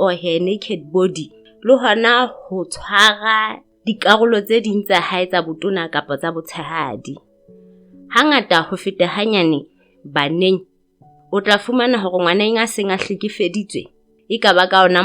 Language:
Southern Sotho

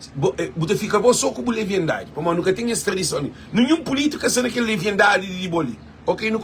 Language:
Kabuverdianu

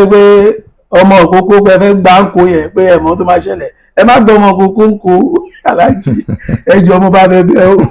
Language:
Yoruba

